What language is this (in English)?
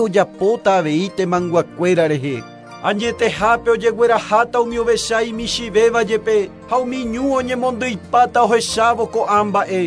Guarani